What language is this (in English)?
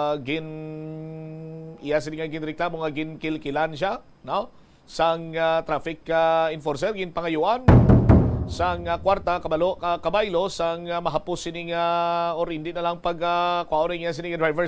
Hiligaynon